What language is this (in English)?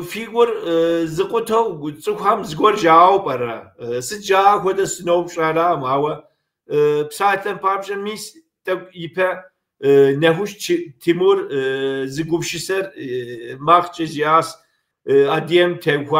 Kabardian